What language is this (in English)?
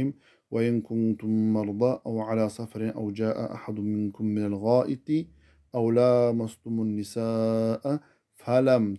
Kumyk